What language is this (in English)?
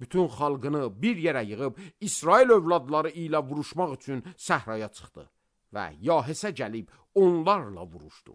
Azerbaijani